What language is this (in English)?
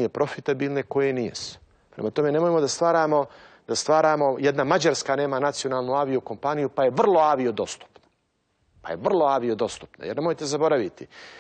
Serbian